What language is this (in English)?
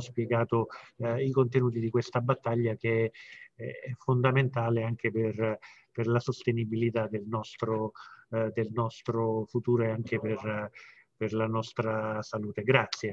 Italian